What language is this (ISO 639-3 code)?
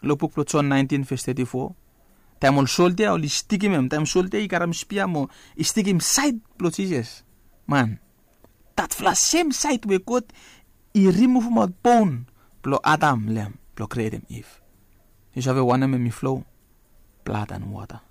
bis